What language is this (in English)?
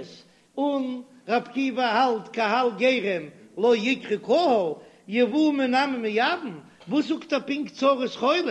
Yiddish